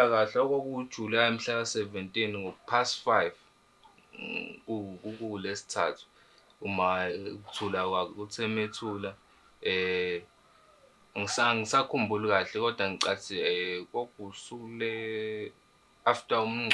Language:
Zulu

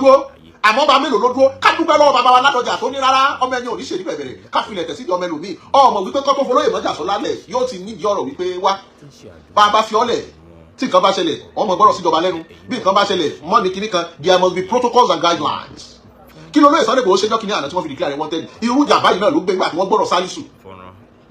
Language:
Yoruba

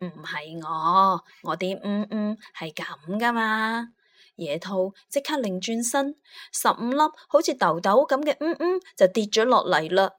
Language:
Cantonese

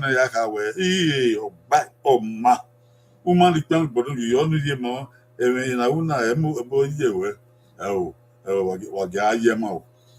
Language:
Bini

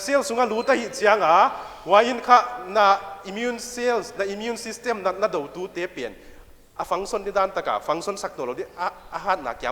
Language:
Paite Chin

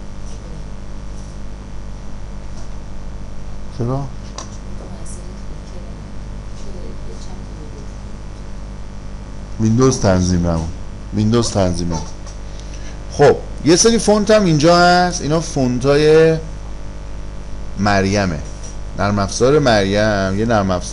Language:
Persian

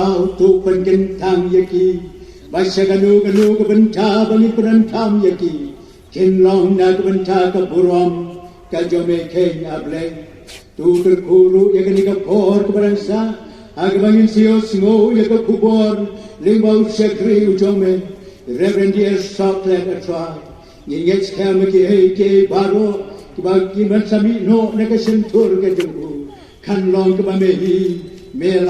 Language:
Khasi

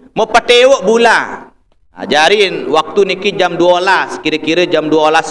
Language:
Sasak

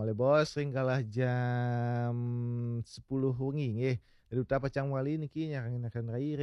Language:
Balinese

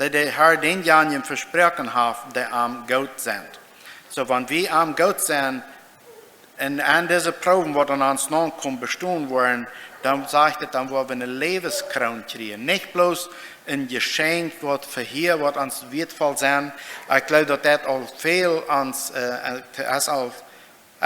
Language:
Plautdietsch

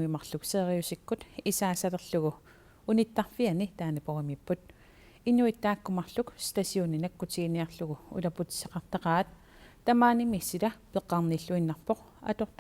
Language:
Kalaallisut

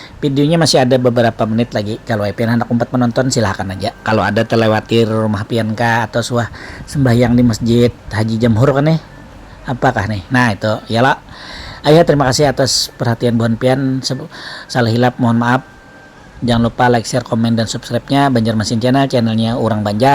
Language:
Banjar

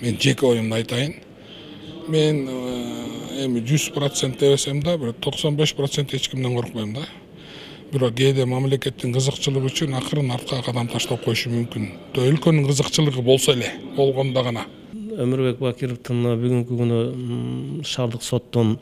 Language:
Kyrgyz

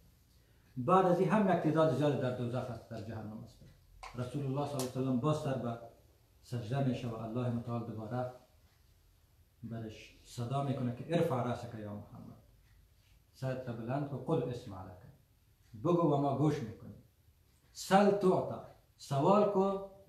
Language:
Persian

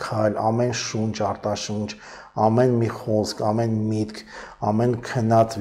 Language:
Armenian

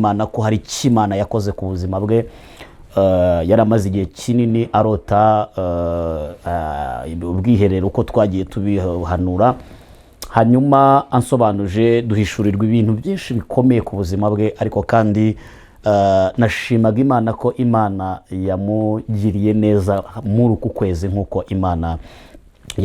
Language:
Kinyarwanda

